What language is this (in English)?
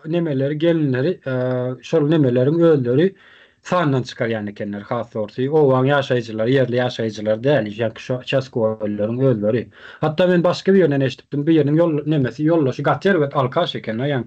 Turkmen